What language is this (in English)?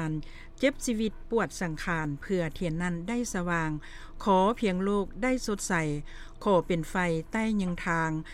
Lao